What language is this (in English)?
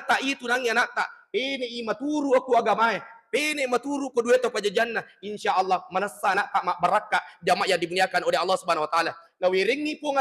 Buginese